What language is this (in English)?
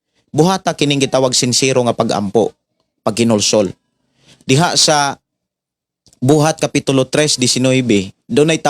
Cebuano